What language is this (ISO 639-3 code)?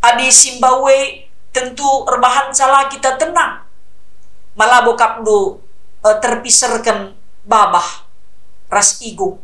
btx